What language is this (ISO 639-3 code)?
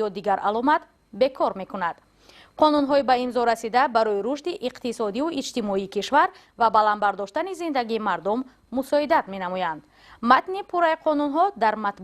tgk